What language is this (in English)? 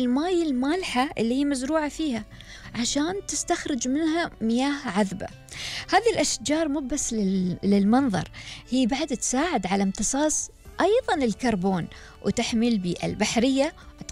Gulf Arabic